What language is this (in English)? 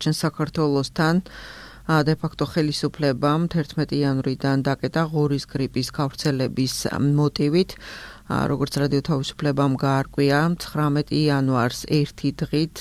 Georgian